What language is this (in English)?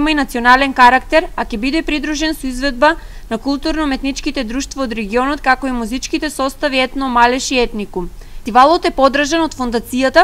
Macedonian